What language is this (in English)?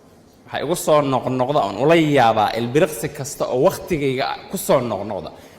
Somali